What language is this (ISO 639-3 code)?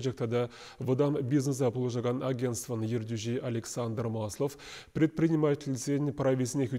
chv